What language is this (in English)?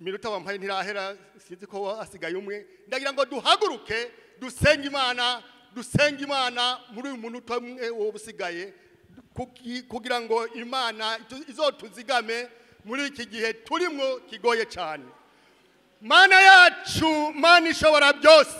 Rundi